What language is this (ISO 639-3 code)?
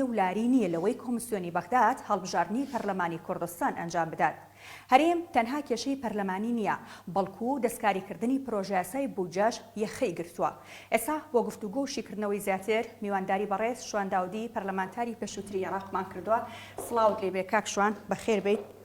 ckb